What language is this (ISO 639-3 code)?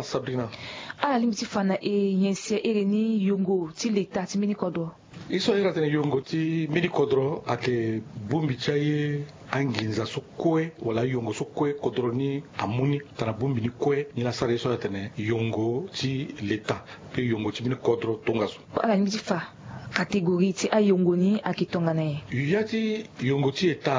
sag